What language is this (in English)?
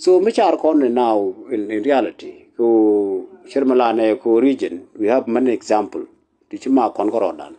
Nuer